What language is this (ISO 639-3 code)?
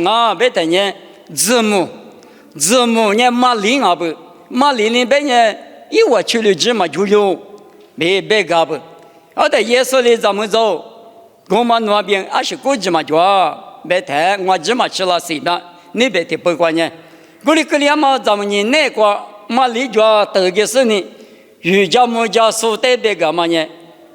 lis